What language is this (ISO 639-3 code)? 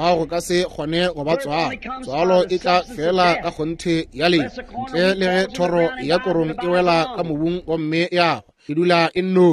nso